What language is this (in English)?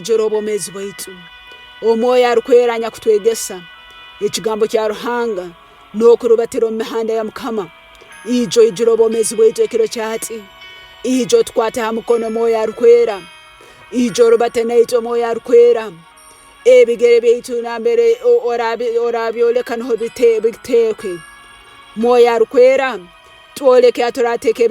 Tooro